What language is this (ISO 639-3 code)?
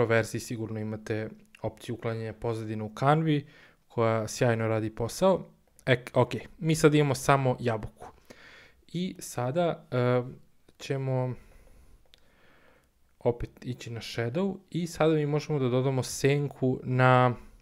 srp